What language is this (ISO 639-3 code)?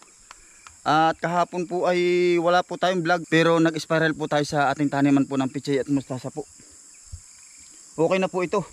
fil